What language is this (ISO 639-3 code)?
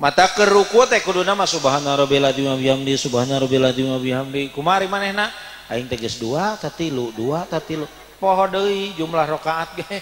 sun